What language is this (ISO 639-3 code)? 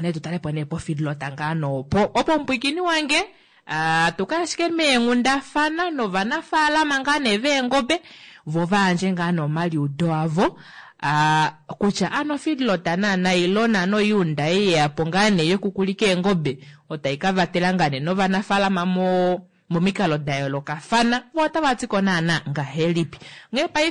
kua